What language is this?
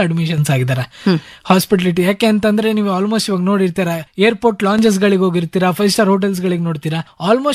Kannada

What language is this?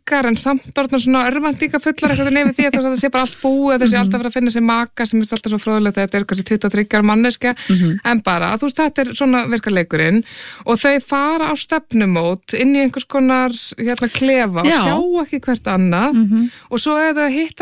Icelandic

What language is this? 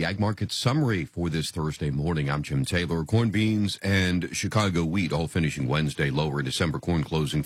English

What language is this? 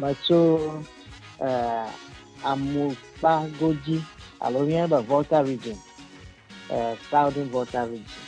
Ewe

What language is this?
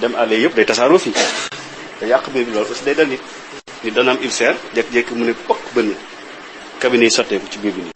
Wolof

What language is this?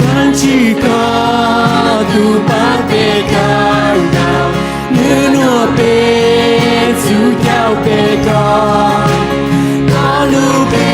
Hmong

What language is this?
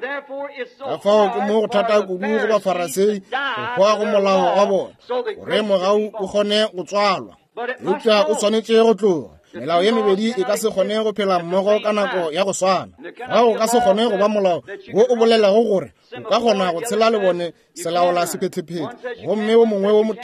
Northern Sotho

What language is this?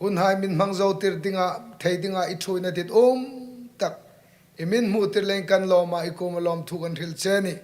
Hmar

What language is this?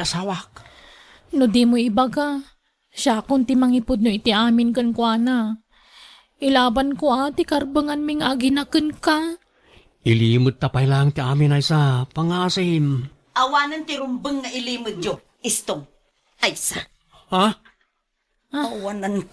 Iloko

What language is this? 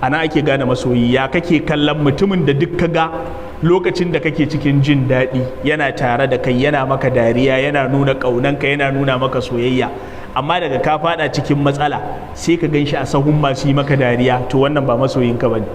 Hausa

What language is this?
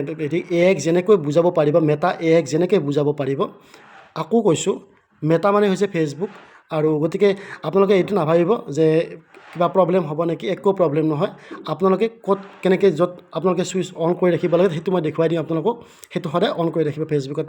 Assamese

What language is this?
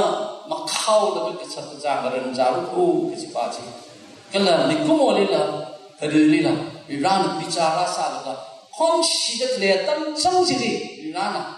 Tangkhul Naga (India)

